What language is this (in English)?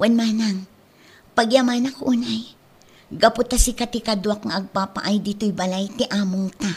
Iloko